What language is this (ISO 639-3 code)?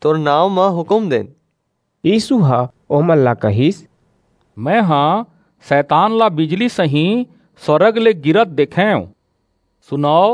hne